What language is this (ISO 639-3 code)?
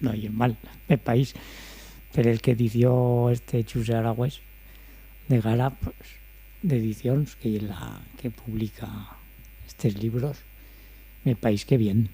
arg